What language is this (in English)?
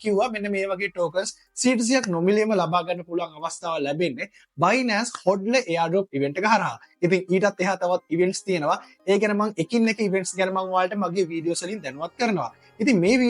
Sinhala